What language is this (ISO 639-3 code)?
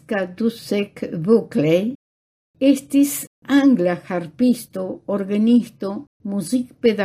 epo